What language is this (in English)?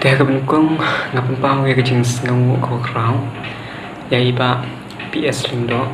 Khasi